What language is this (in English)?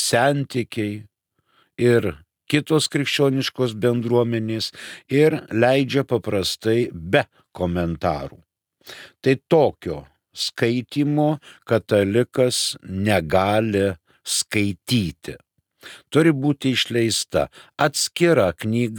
Lithuanian